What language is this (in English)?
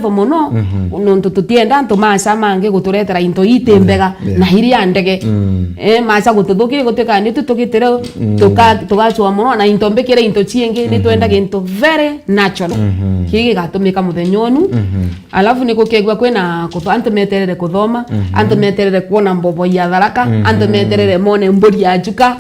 Meru